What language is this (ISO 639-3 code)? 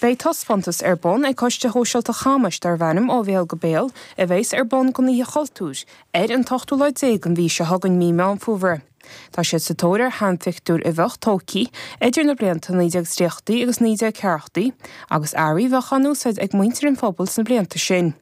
gle